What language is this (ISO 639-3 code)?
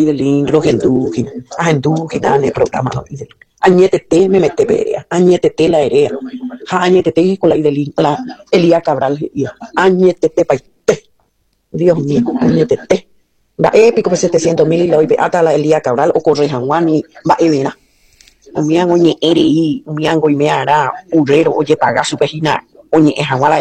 grn